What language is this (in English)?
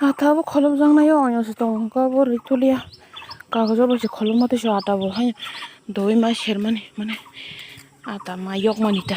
Kok Borok